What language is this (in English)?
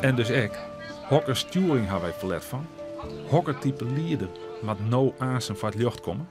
Western Frisian